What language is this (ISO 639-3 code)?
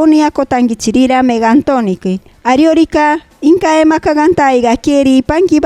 mcb